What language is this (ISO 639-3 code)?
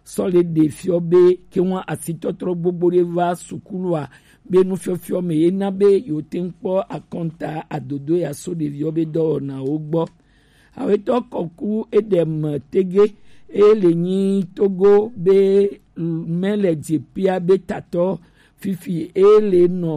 gej